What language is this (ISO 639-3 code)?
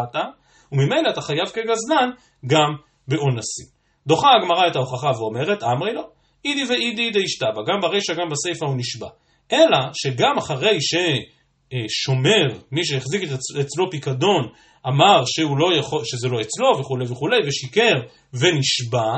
heb